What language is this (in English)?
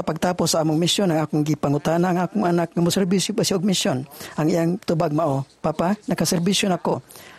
Cebuano